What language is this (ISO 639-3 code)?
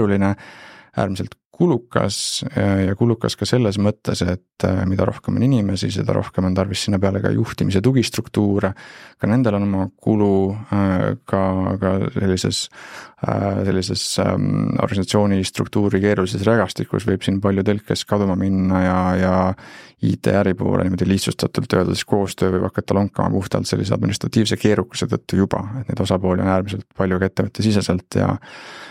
est